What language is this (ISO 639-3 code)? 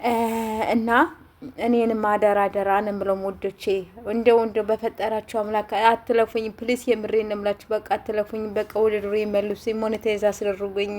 amh